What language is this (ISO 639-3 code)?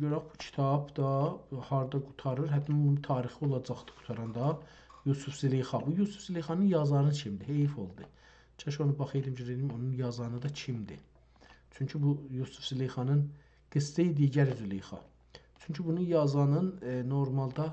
azb